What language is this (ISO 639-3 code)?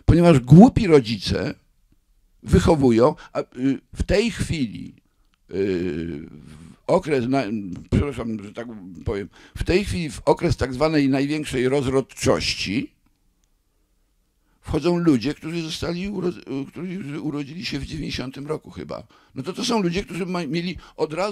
pol